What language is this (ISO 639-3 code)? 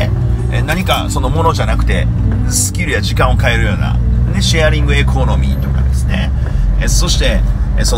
jpn